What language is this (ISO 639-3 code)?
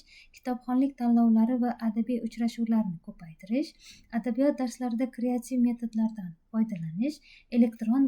uzb